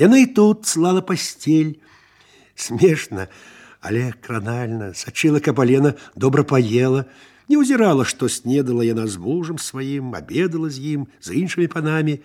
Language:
Belarusian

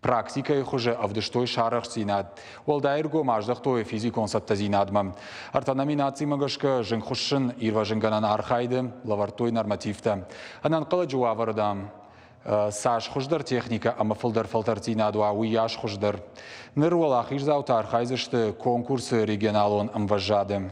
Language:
Ossetic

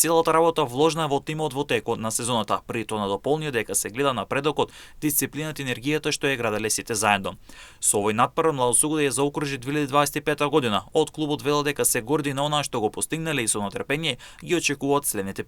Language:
Macedonian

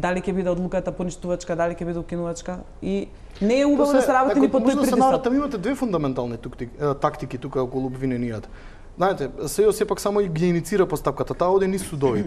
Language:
Macedonian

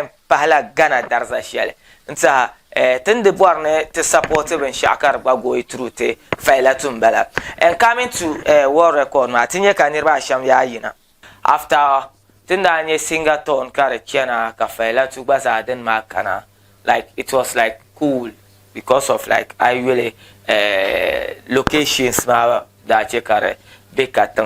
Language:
Dagbani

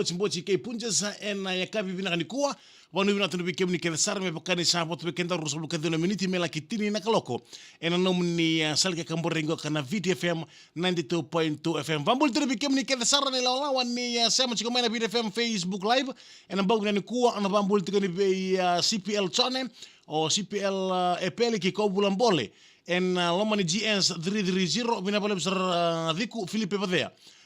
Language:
Fijian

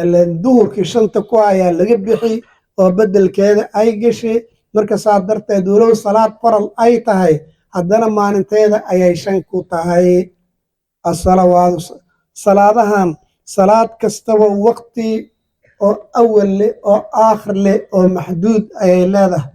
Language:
Somali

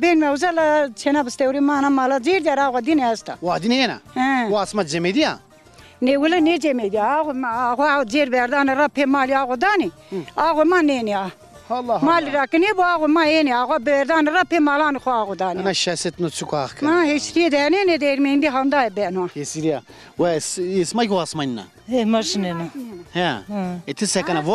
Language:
Zaza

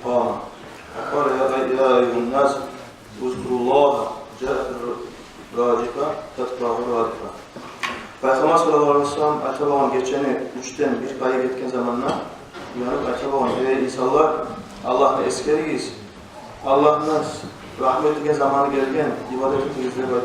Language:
Kumyk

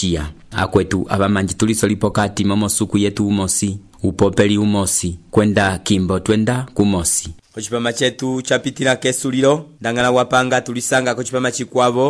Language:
Umbundu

